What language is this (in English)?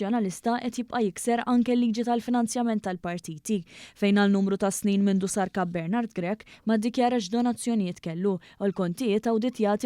Maltese